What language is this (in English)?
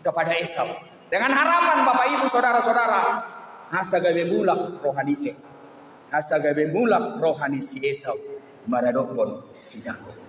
Batak Toba